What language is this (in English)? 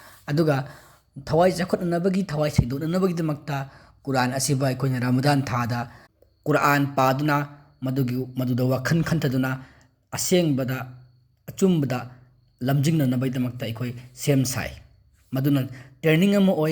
Manipuri